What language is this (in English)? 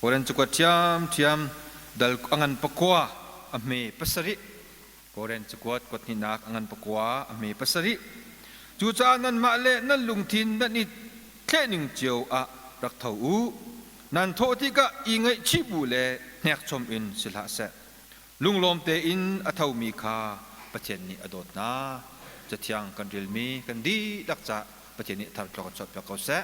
Hakha Chin